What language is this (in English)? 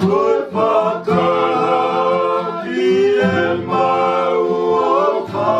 Tongan